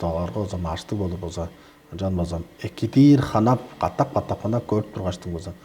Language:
Tuvinian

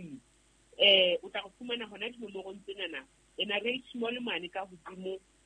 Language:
Southern Sotho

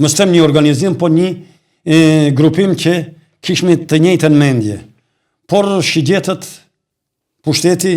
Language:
Albanian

